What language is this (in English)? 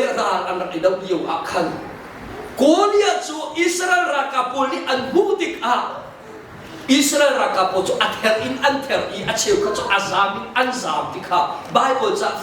Hakha Chin